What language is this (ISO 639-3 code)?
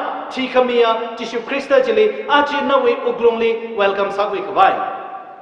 nmf